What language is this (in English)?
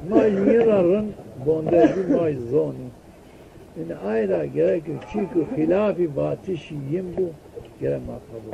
Zaza